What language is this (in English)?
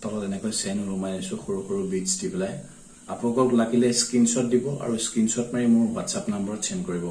Assamese